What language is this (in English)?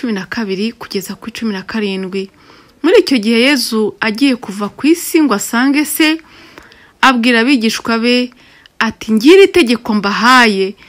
Kinyarwanda